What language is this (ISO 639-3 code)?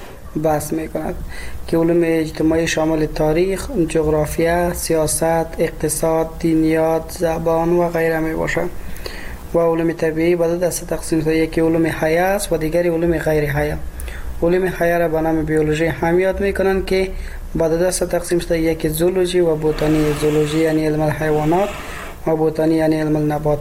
fas